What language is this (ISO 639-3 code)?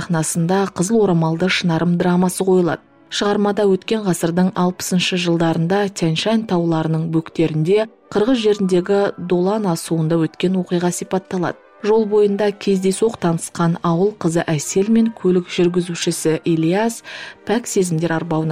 kaz